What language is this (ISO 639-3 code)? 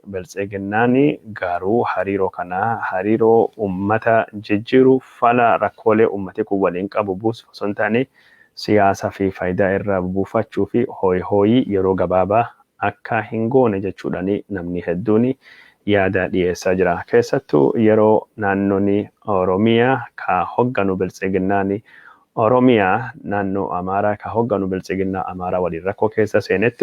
orm